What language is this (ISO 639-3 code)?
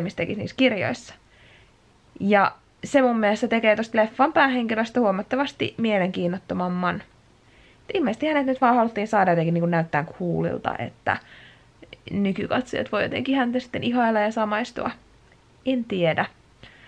fin